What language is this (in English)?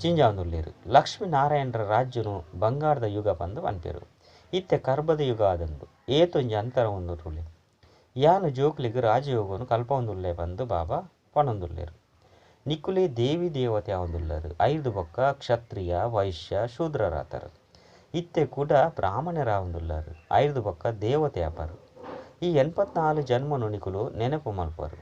Tulu